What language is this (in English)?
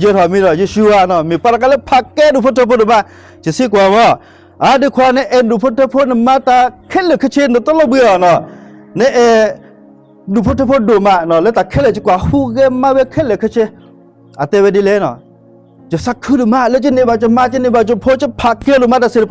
S'gaw Karen